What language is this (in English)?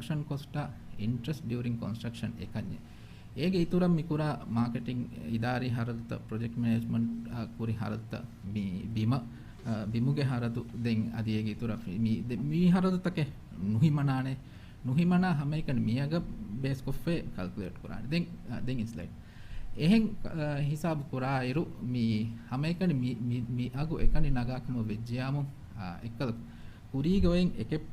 Divehi